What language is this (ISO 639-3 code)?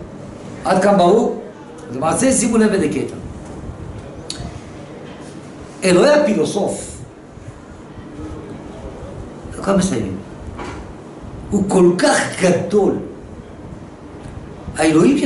heb